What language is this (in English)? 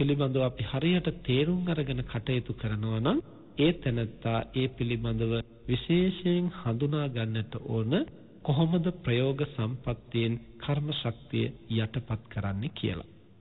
Sinhala